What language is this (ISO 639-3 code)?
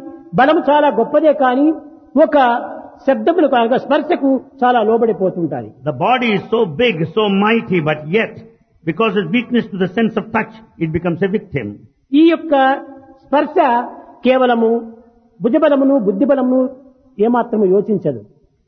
tel